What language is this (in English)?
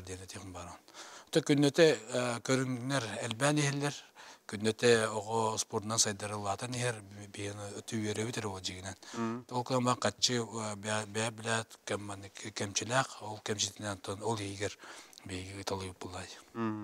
Yakut